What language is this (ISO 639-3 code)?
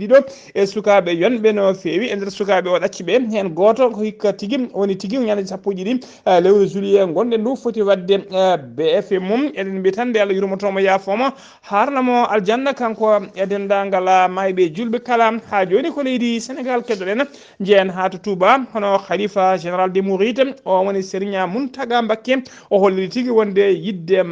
ful